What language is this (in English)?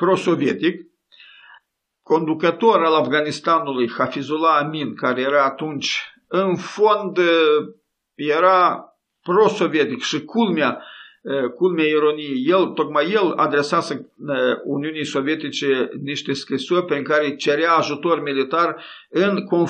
Romanian